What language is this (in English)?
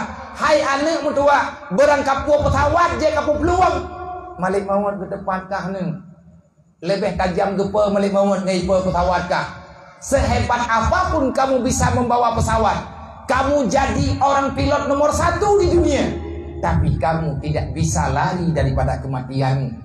Achinese